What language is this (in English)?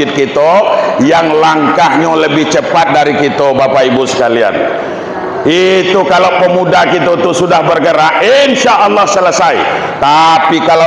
Minangkabau